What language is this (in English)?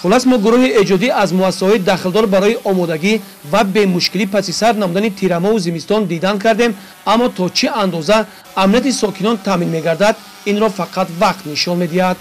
Tajik